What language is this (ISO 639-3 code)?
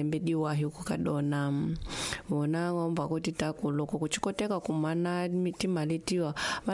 tso